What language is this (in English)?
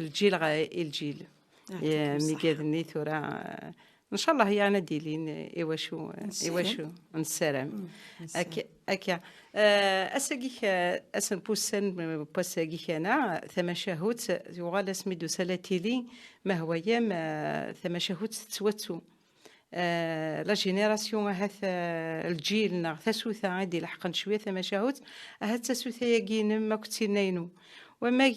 Kabyle